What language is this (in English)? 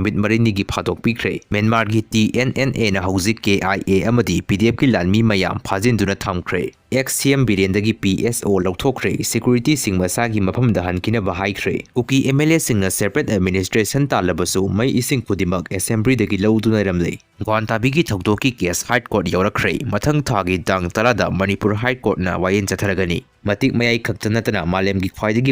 Manipuri